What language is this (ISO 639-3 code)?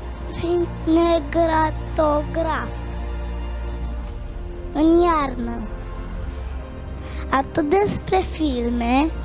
ron